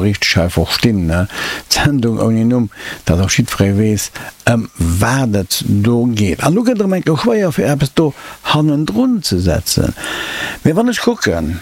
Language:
Luxembourgish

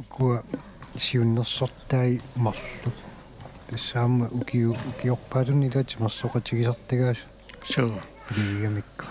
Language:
Kalaallisut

